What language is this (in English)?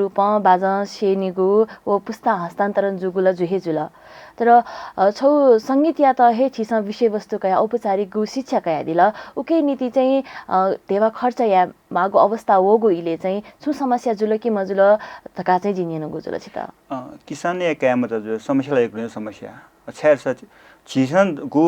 Newari